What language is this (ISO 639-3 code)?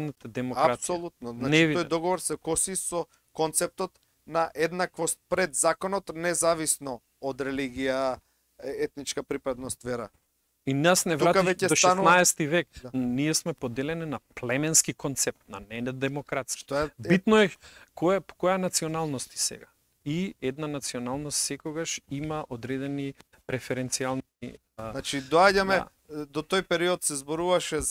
mkd